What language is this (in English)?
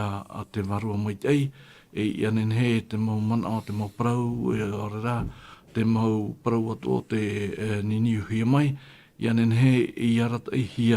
Tahitian